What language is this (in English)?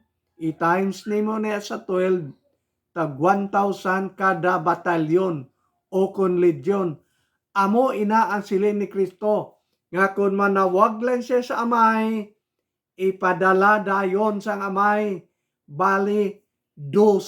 Hiligaynon